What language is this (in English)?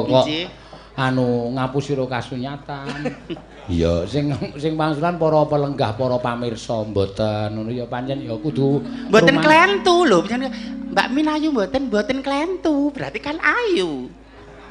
Javanese